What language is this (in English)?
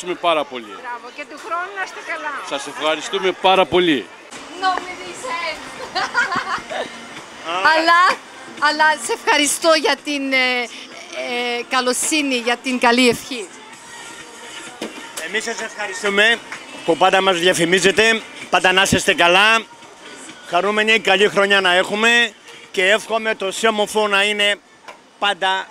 Greek